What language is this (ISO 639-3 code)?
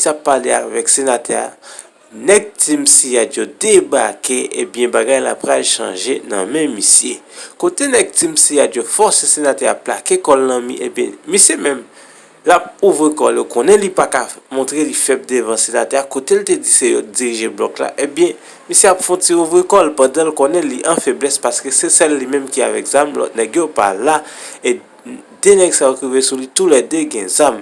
hat